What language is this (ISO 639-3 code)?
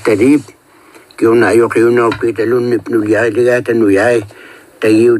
kal